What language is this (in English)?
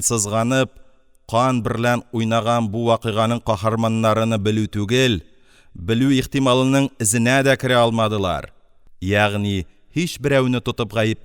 Tatar